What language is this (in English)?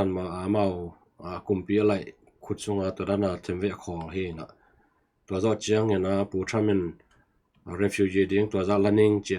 Tedim Chin